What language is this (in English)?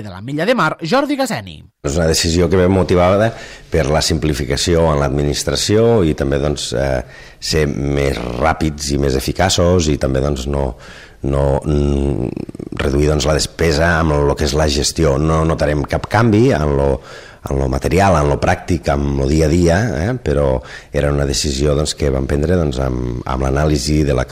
Catalan